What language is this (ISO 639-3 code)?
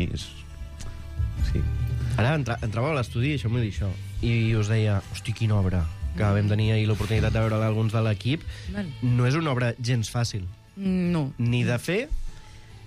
cat